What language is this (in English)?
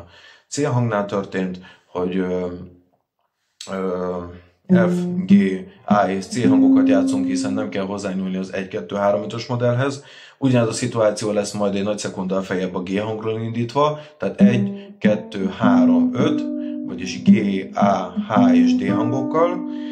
Hungarian